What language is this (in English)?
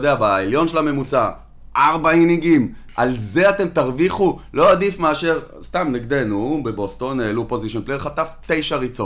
Hebrew